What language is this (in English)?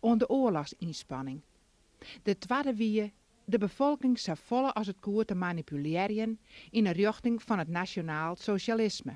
Western Frisian